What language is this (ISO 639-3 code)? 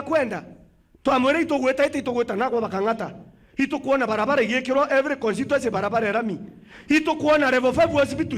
mer